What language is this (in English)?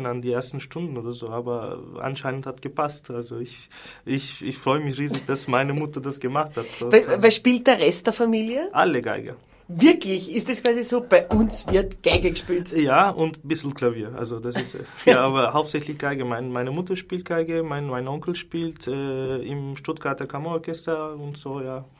Bavarian